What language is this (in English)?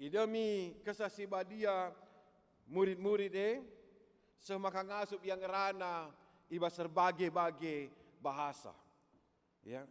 Batak Karo